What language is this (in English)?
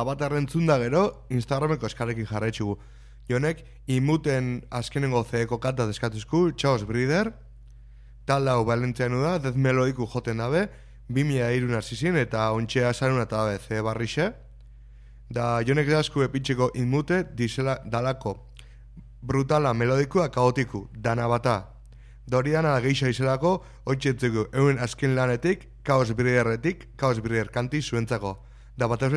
Basque